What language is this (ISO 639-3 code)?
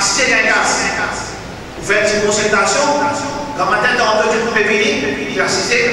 mfe